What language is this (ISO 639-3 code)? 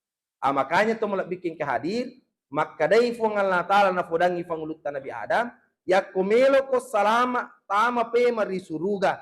bug